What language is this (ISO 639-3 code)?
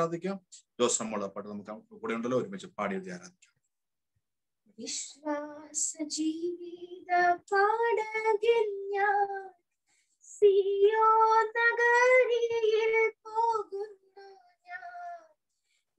mal